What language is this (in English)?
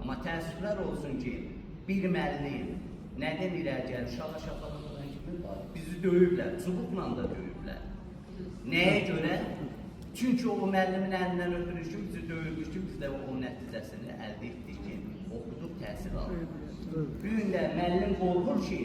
Azerbaijani